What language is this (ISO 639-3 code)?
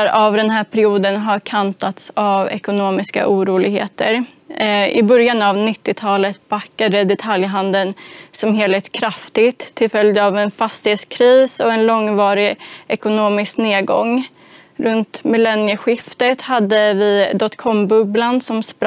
swe